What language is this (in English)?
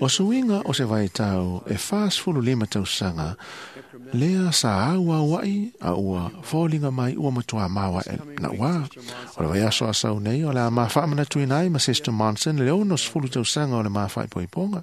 Samoan